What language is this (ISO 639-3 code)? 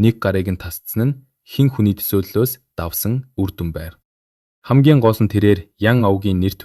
mon